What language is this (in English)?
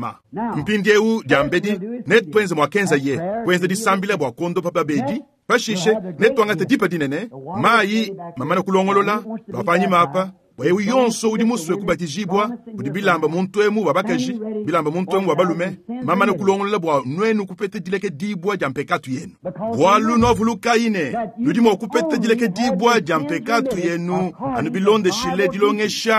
Luba-Lulua